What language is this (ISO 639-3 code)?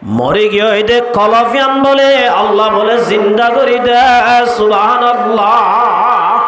rhg